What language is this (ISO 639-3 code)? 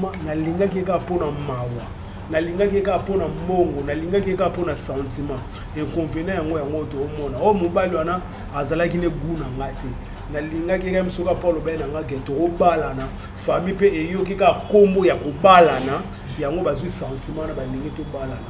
lin